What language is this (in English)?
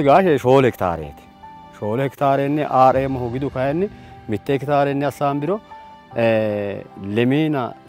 Sidamo